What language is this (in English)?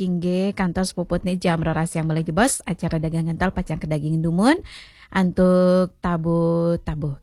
Balinese